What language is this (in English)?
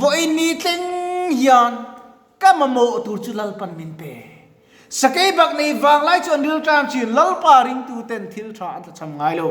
Mizo